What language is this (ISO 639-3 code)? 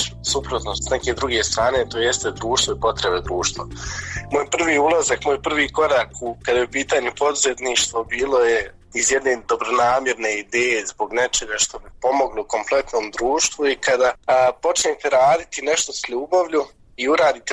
bos